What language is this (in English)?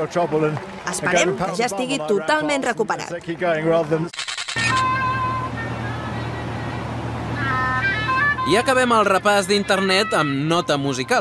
Catalan